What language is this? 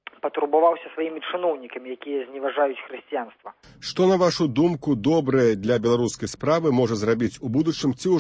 Belarusian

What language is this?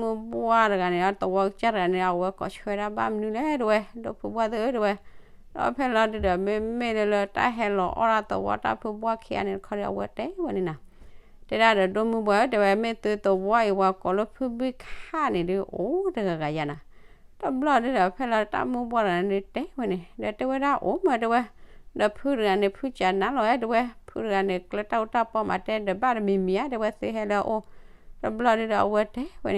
S'gaw Karen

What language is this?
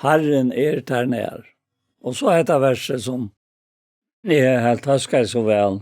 Faroese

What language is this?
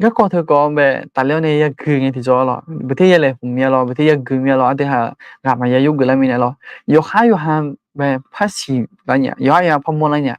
Akha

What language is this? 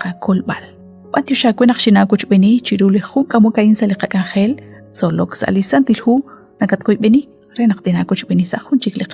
Kekchí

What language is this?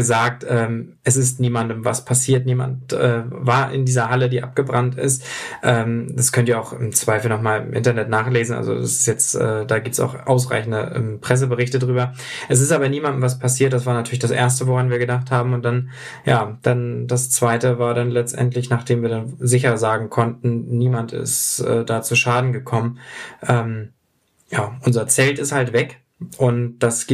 German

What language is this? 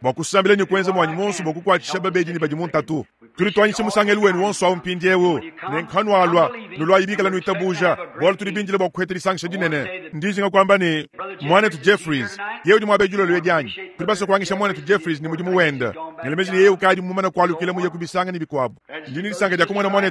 Luba-Lulua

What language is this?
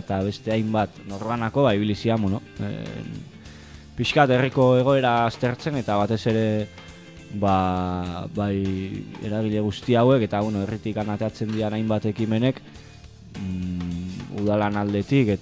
Basque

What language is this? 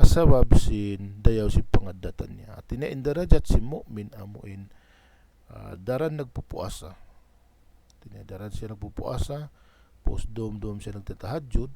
Tausug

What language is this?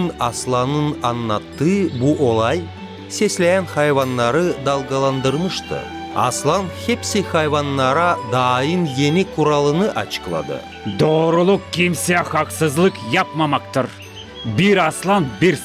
Gagauz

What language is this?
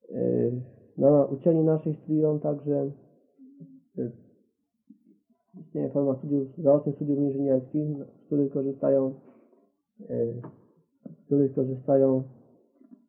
Polish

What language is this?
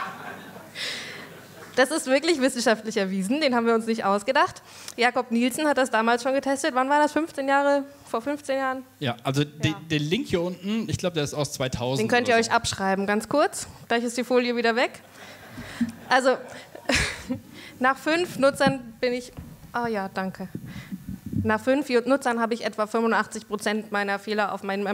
German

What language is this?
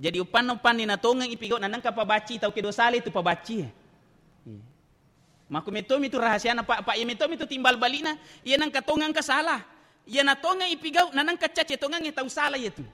Buginese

